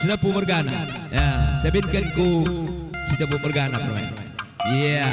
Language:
Batak Karo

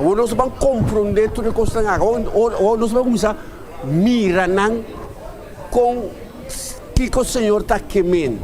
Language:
Papiamento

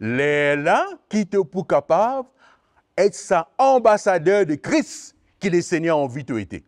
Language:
Morisyen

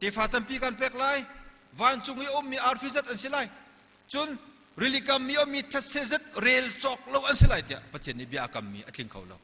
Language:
Hakha Chin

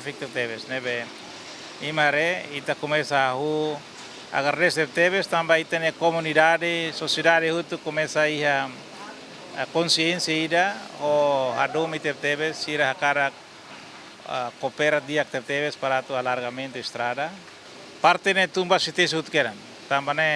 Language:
Tetum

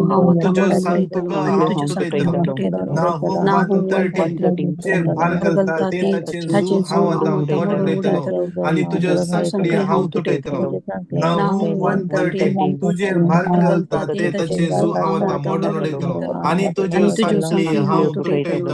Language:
Konkani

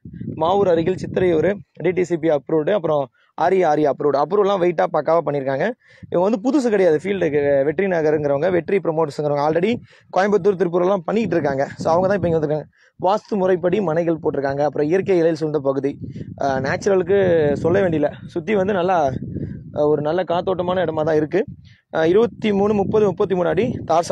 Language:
Tamil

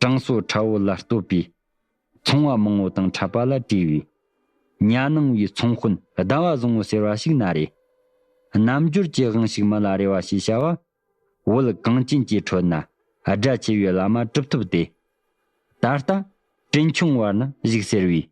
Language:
Tibetan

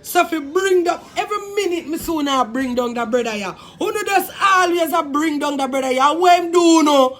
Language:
Jamaican Creole English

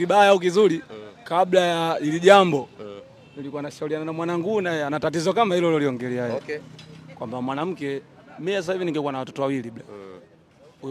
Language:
Swahili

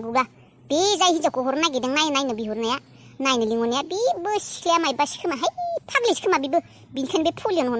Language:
Bodo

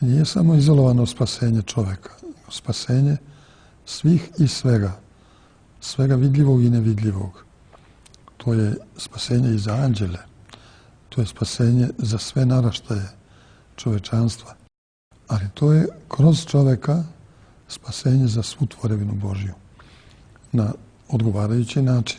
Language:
Serbian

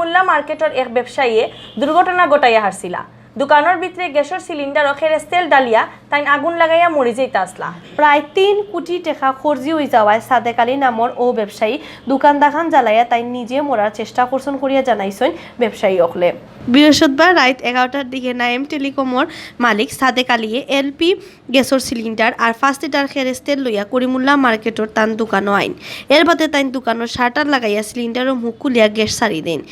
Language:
Sylheti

